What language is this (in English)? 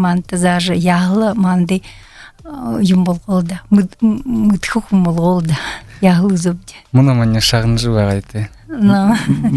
Buriat